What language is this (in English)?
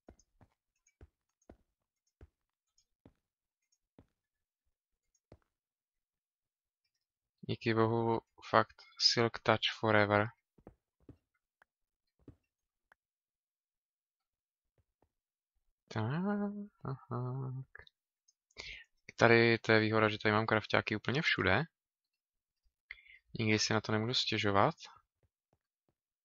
Czech